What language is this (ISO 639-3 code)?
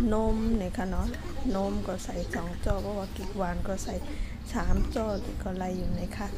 shn